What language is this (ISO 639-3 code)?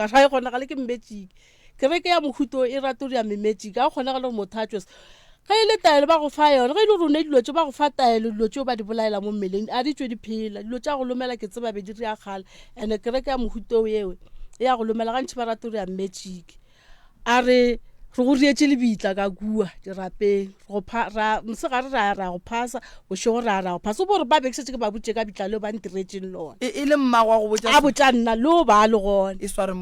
nso